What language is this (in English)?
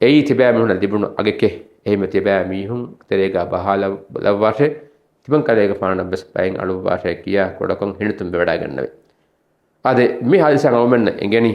Divehi